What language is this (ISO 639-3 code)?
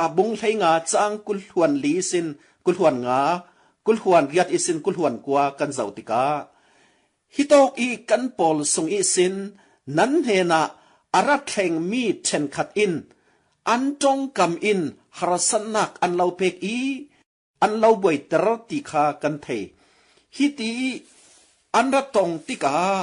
cfm